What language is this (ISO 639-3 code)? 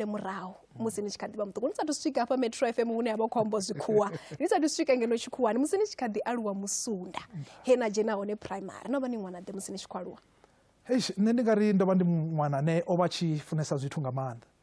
ven